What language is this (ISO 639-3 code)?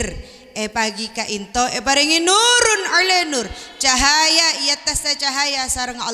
mad